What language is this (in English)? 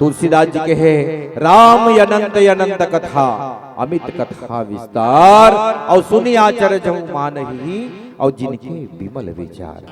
Chhattisgarhi